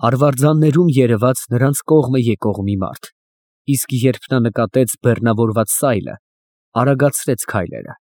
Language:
Armenian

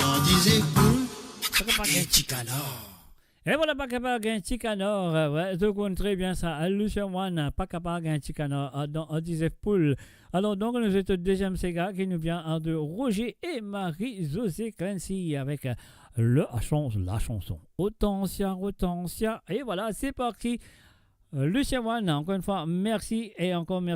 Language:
Morisyen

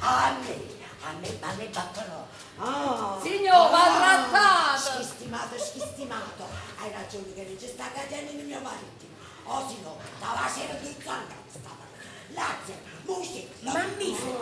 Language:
Neapolitan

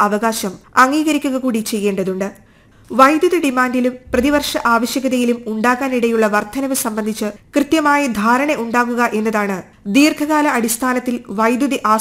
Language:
Malayalam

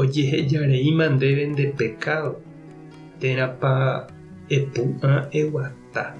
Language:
Guarani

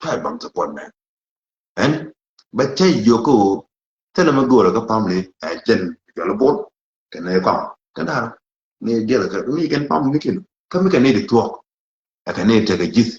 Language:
Nuer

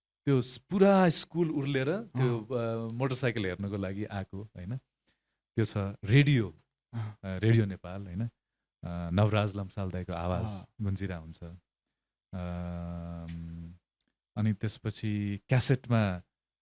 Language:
Nepali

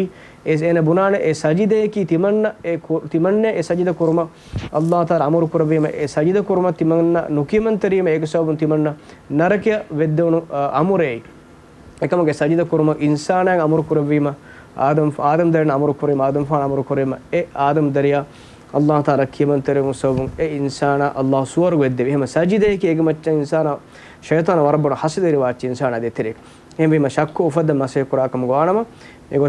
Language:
Divehi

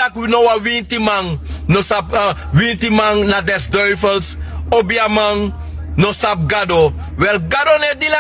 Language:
Sranan Tongo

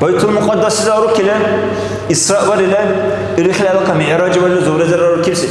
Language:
Dargwa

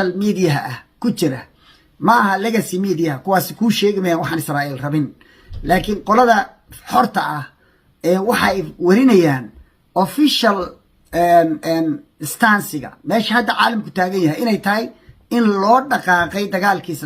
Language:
Somali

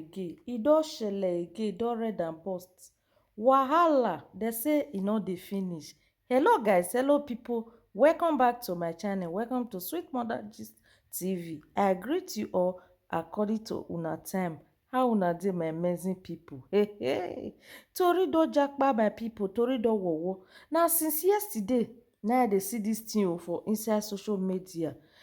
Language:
Nigerian Pidgin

